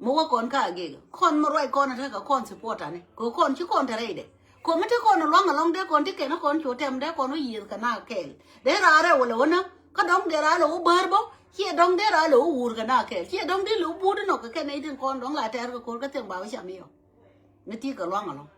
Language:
Nuer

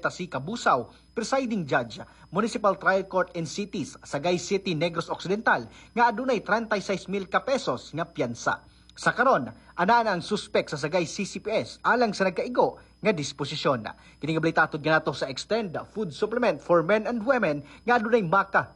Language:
Cebuano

